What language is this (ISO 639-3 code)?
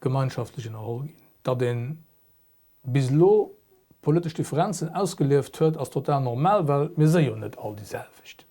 ltz